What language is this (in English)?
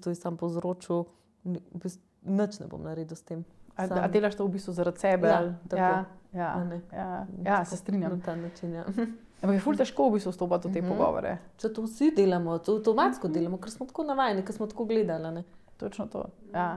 Slovenian